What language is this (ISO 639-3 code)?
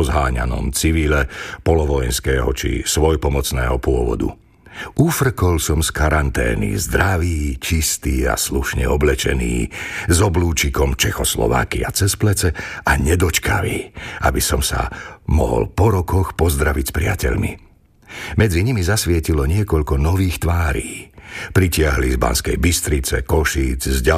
slk